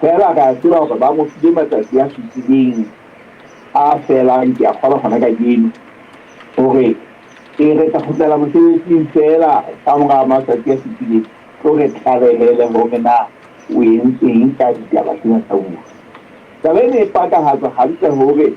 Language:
Southern Sotho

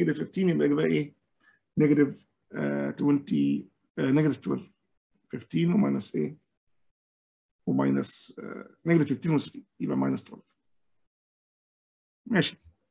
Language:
Egyptian Arabic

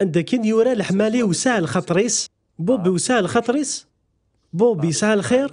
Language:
Kabyle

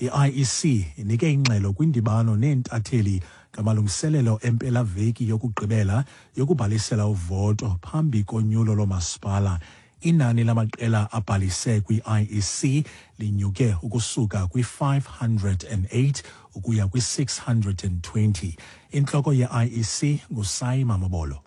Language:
Xhosa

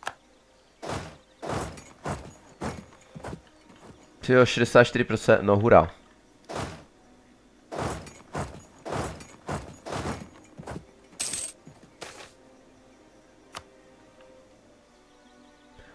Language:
Czech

